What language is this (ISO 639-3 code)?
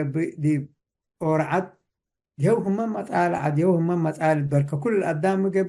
tig